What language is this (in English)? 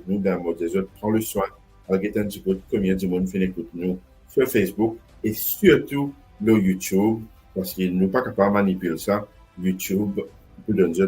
Morisyen